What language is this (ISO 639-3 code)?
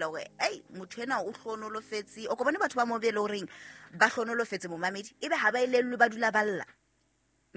sot